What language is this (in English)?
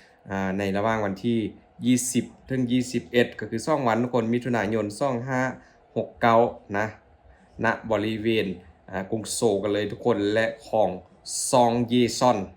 Lao